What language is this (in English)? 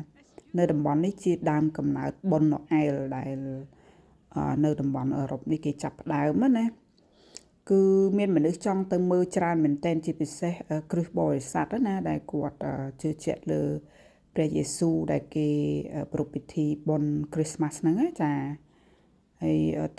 Khmer